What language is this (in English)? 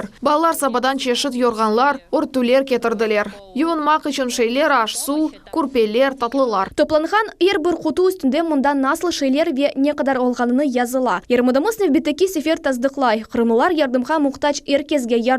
Crimean Tatar